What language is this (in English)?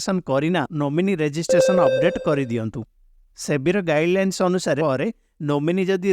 Odia